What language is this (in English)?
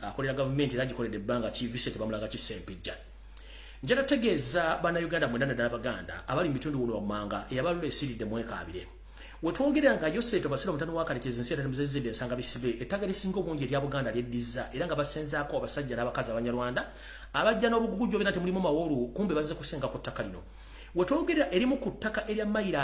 Ganda